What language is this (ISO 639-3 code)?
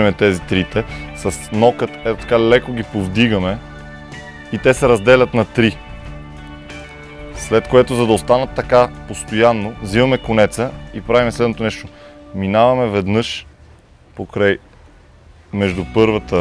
bul